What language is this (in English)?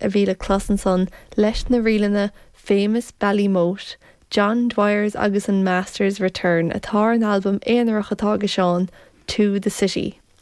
Irish